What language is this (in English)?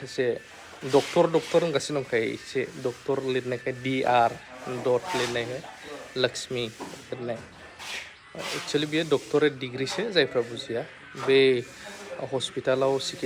Bodo